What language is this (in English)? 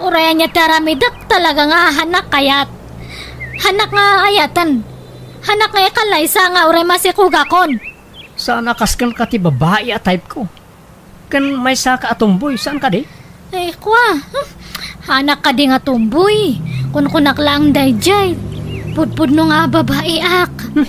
Iloko